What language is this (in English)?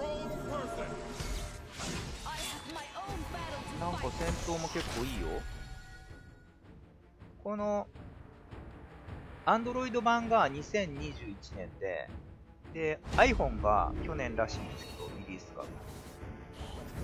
Japanese